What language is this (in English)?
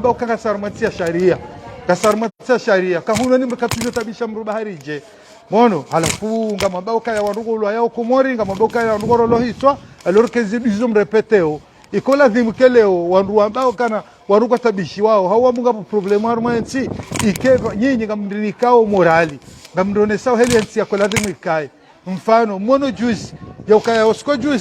Ngazidja Comorian